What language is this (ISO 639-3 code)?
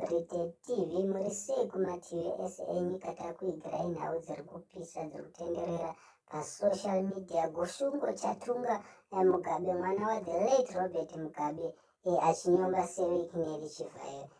sna